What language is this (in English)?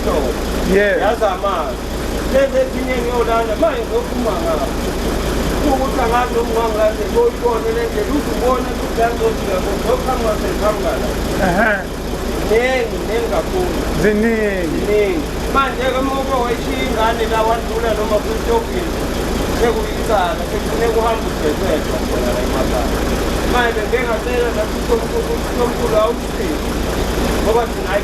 Zulu